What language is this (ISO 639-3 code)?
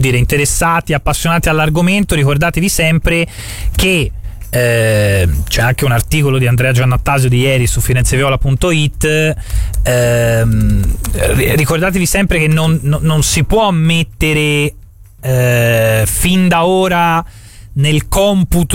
ita